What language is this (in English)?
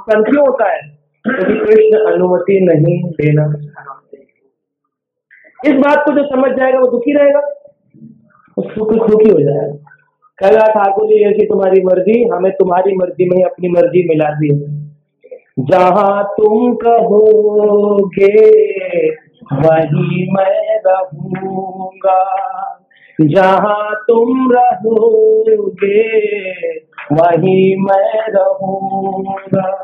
Hindi